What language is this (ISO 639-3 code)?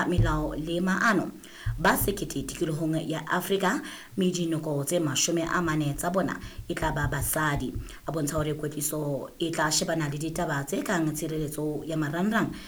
sot